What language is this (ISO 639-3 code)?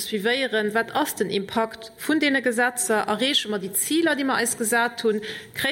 ltz